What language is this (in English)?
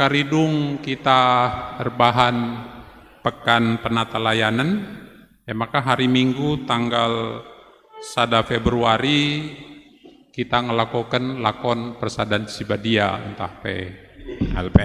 Batak Karo